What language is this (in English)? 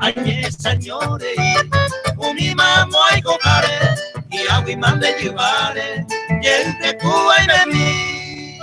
Guarani